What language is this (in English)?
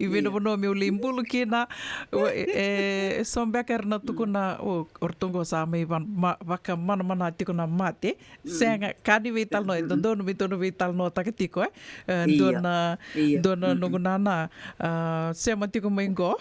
Fijian